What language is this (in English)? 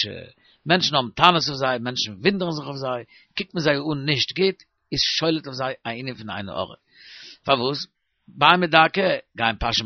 Yiddish